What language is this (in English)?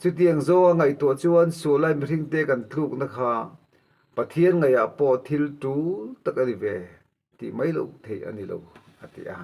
Mizo